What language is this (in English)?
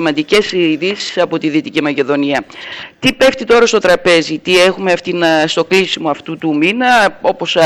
Greek